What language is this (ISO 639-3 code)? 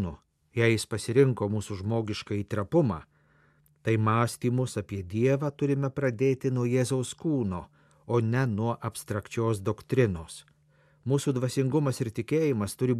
lit